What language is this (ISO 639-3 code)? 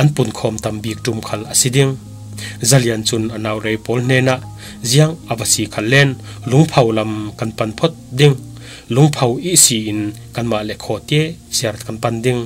cfm